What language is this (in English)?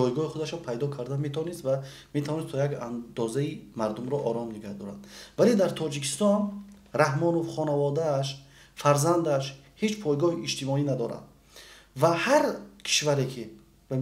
Tajik